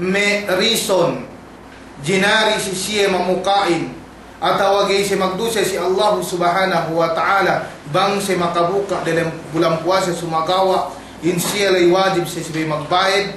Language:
Yakan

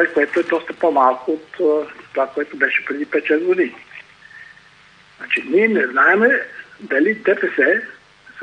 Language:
Bulgarian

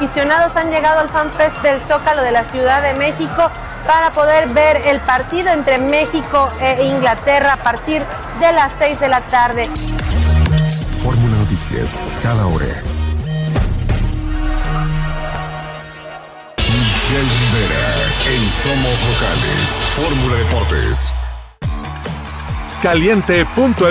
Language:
Spanish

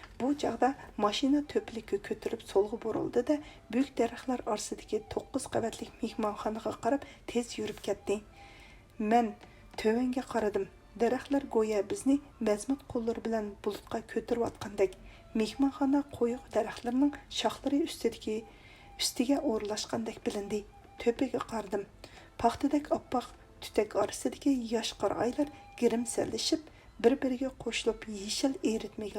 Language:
Uyghur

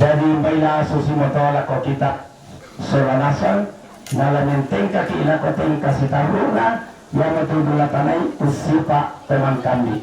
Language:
Toraja-Sa'dan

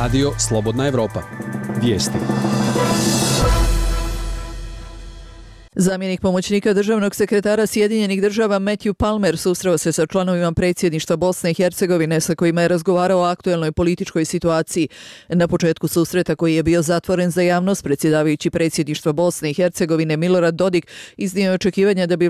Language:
Bosnian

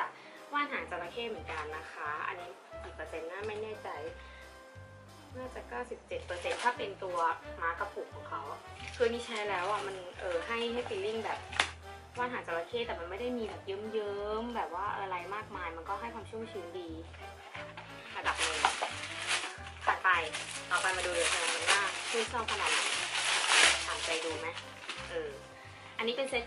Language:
Thai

